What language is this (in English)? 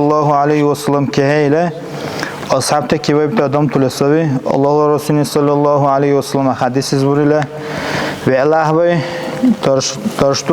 Dargwa